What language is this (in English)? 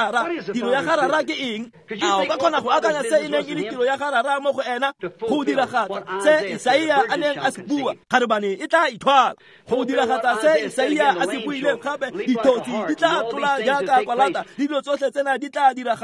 Tswana